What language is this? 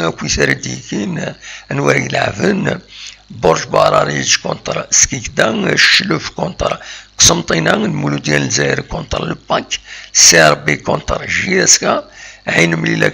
Kabyle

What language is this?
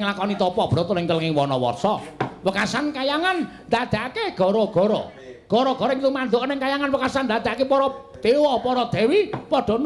Javanese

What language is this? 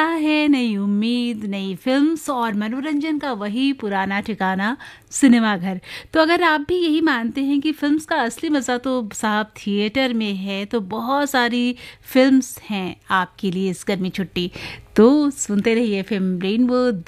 Hindi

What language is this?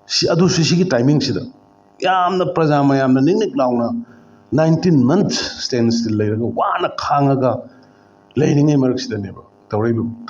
Manipuri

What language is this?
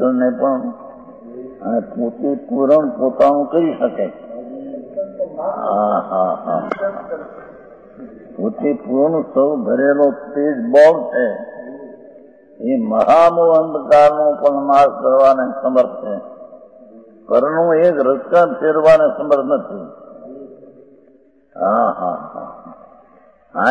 Gujarati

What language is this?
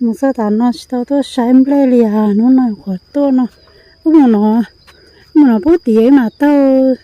Hmong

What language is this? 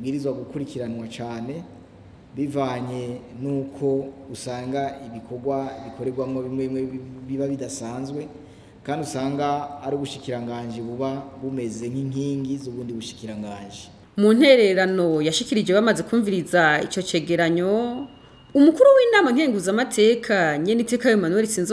Rundi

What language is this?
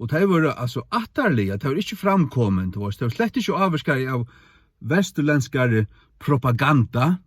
Faroese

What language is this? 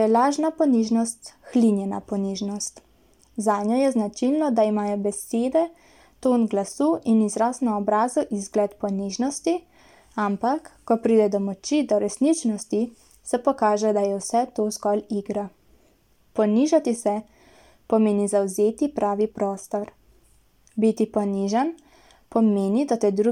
Slovenian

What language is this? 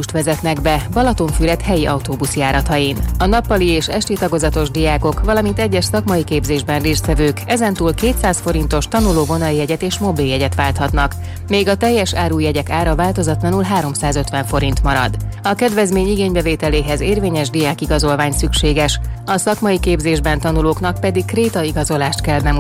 Hungarian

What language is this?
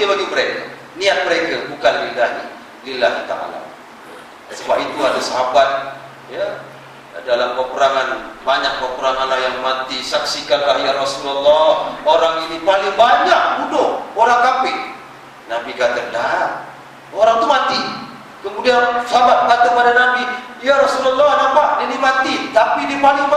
Malay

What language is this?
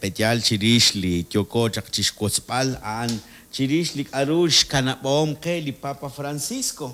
Kekchí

